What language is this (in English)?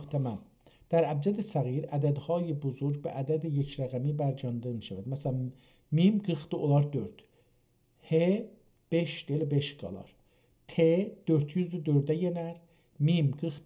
South Azerbaijani